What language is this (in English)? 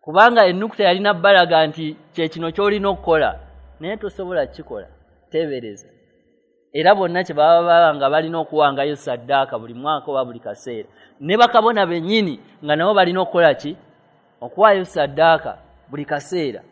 Ganda